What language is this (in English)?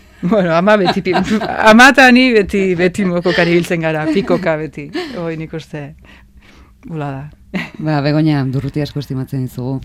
Basque